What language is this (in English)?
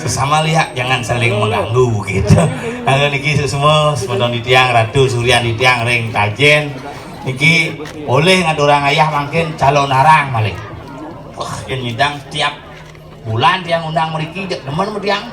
Balinese